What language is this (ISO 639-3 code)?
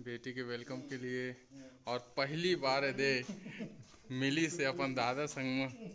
hne